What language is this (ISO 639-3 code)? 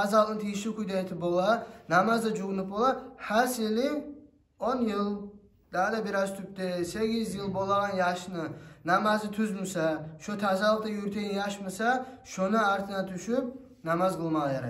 kum